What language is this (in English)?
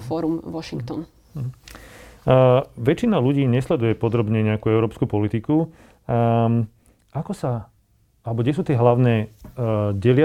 Slovak